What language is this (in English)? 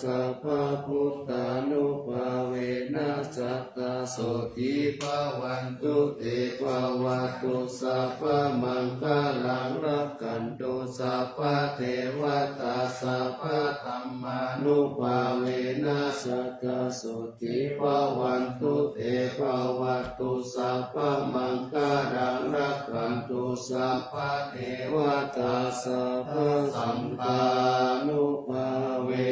Pali